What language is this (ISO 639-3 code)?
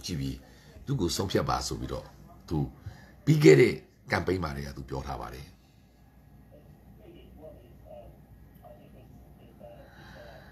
mya